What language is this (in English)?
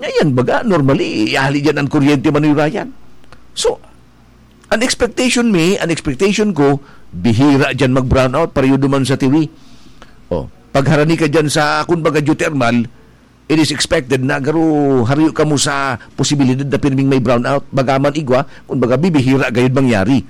Bikol